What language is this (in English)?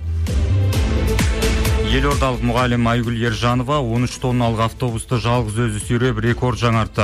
Kazakh